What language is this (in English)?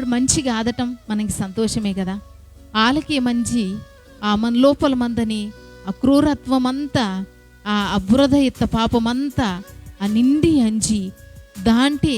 Koya